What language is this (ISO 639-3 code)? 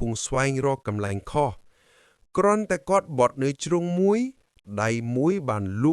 khm